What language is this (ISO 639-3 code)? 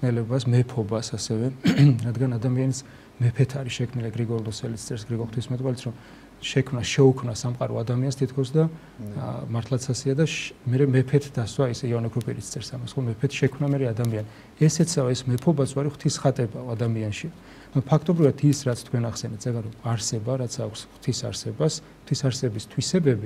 kat